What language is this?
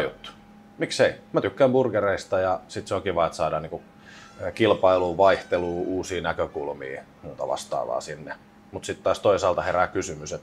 Finnish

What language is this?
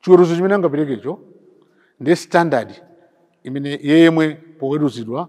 Nyanja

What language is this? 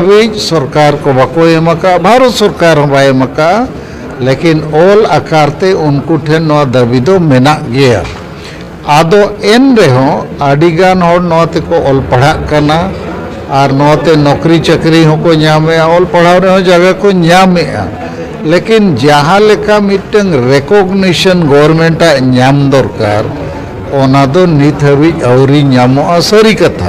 Santali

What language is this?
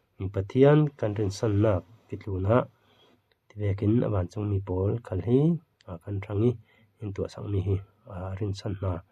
Falam Chin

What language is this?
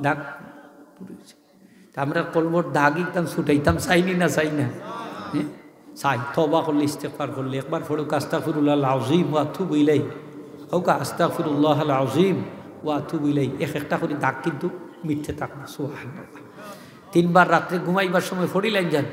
Sylheti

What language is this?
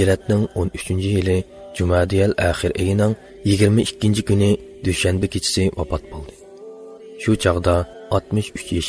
Uyghur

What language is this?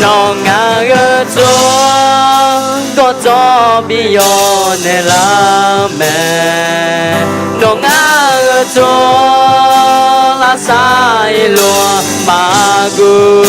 Akha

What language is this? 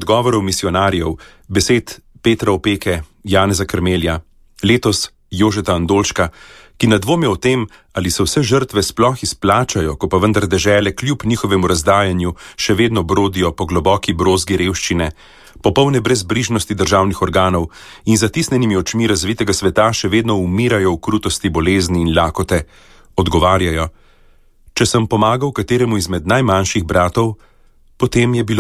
Slovenian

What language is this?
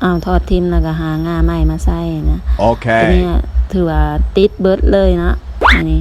Lao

